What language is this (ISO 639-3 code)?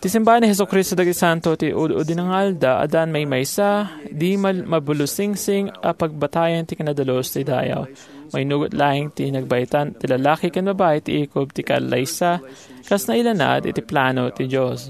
ilo